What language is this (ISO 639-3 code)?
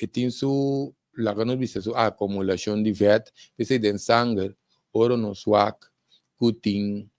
pap